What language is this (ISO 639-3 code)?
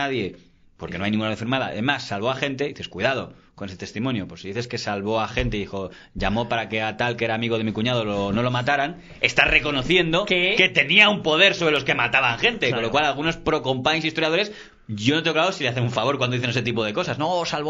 spa